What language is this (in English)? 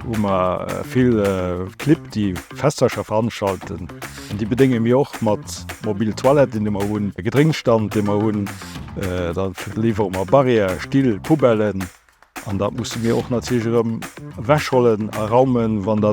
Luxembourgish